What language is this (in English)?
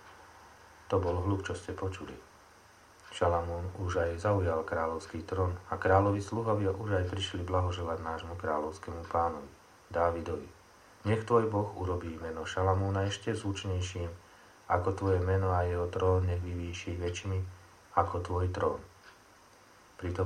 Slovak